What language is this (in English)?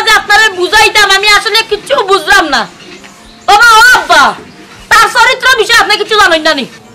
Sylheti